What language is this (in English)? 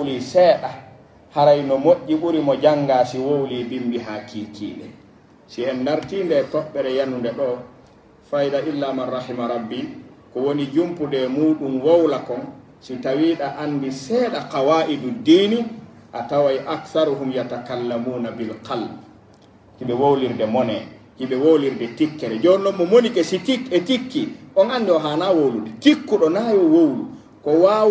Pular